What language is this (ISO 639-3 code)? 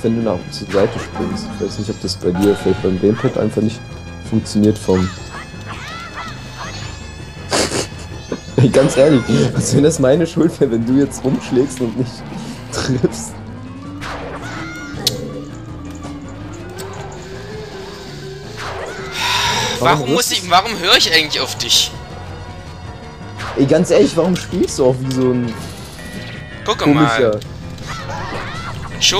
deu